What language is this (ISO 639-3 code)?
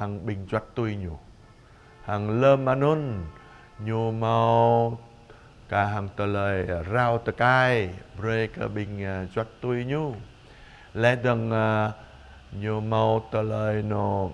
jra